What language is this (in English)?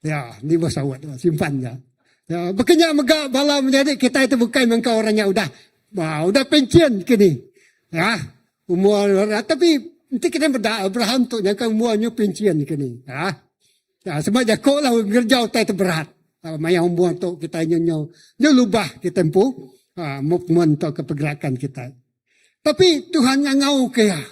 Iban